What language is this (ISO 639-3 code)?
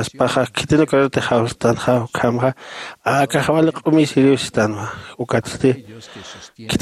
aym